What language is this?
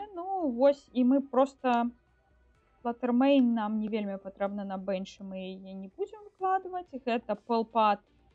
Belarusian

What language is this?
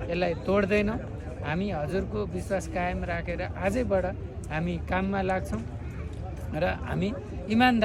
Nepali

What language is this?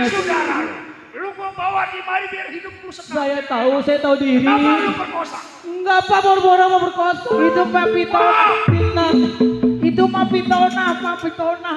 Betawi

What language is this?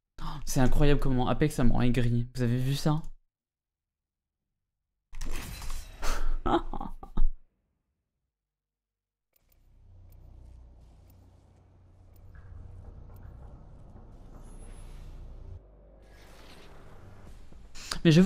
French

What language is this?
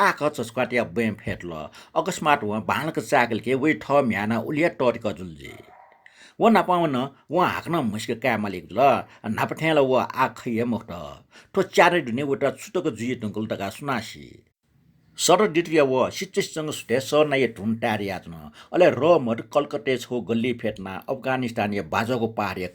Newari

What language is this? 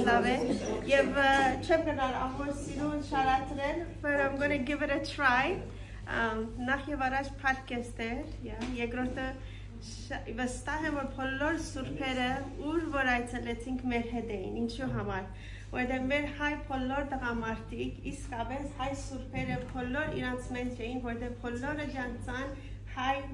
Western Armenian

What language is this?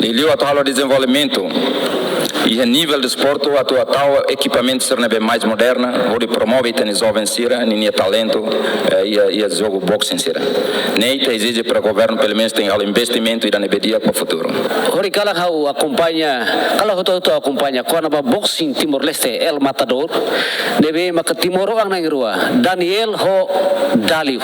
Tetum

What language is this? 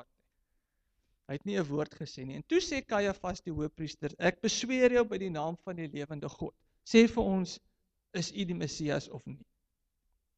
Afrikaans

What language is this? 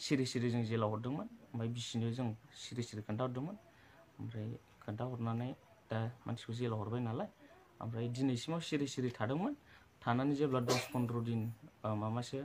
Bodo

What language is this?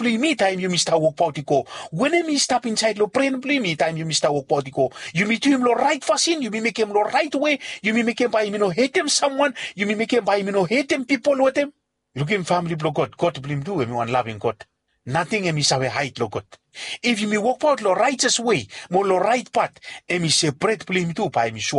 Bislama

